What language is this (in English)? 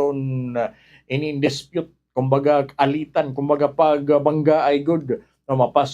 Waray